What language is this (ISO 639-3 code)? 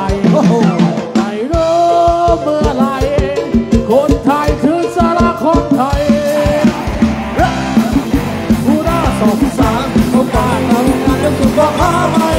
tha